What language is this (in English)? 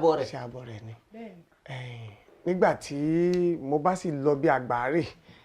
Yoruba